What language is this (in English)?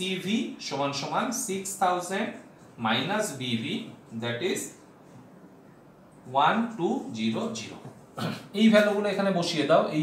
Bangla